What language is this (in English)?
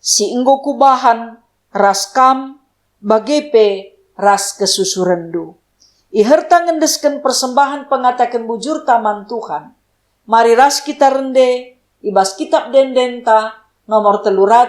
Batak Karo